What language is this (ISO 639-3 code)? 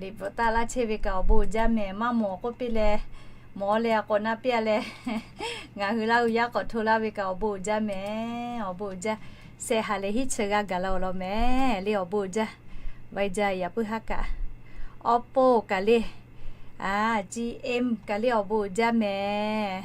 lhu